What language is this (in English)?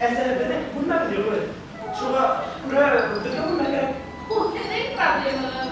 Bashkir